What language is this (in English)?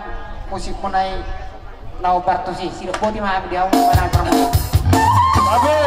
Batak Toba